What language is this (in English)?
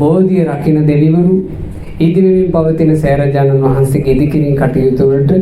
Sinhala